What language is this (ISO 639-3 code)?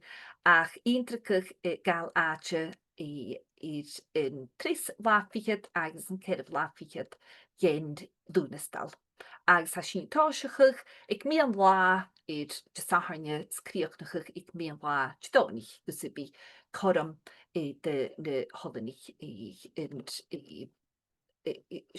gla